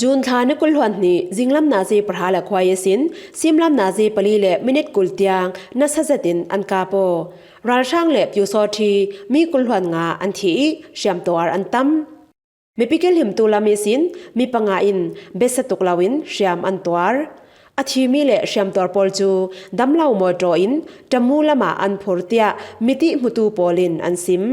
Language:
Falam Chin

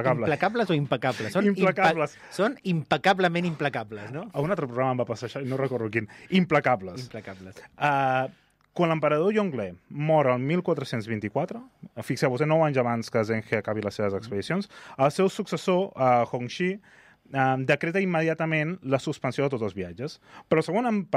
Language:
Catalan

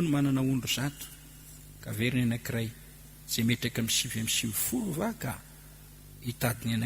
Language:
Malagasy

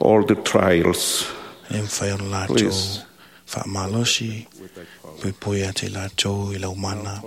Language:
Samoan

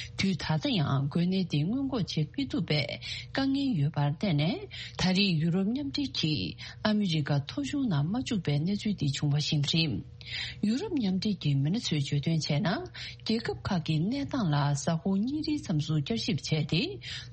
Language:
Tibetan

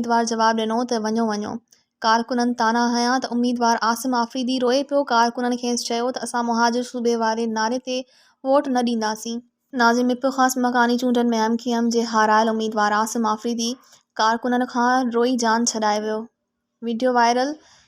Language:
Sindhi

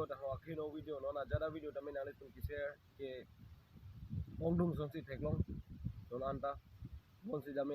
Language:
Karbi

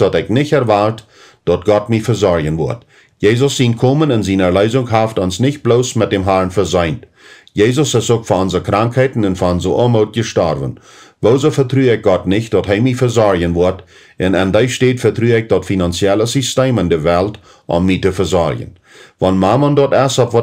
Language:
Plautdietsch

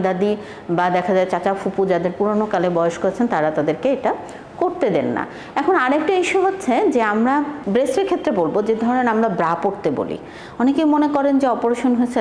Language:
Bangla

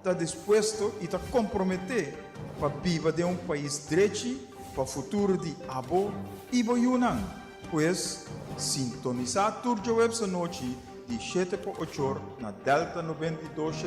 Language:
Papiamento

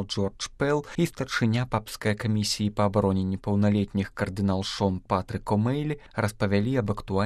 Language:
Belarusian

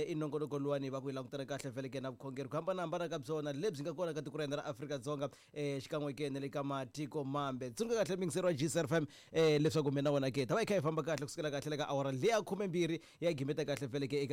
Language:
Tsonga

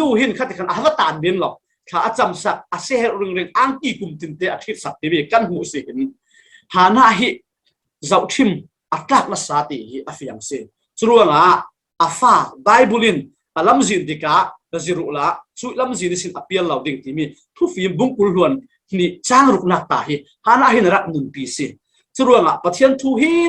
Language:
Falam Chin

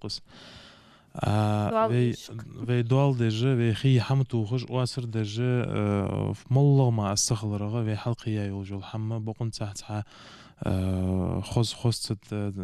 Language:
Ingush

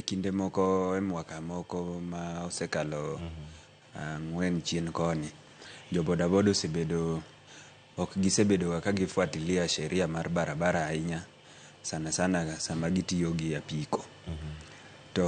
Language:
Luo (Kenya and Tanzania)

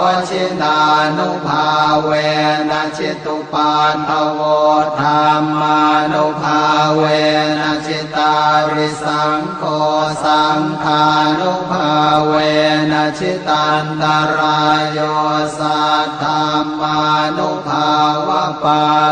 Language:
Pali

